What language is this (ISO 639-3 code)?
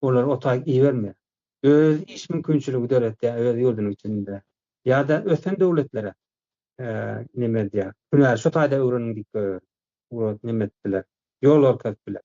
tuk